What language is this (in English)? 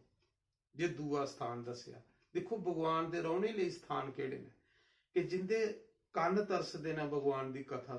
Dogri